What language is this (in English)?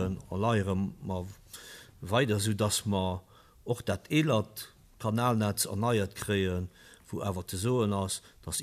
Luxembourgish